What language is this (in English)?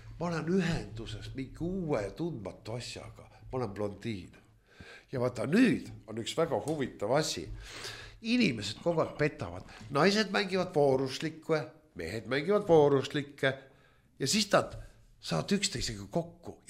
Estonian